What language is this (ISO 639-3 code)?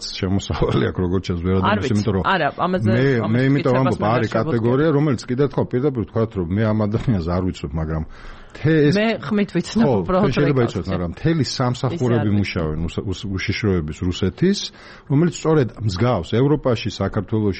kat